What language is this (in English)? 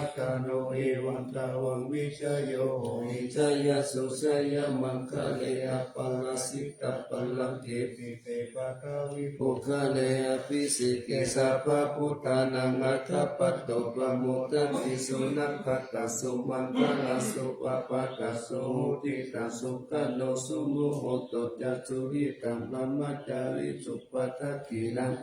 Pali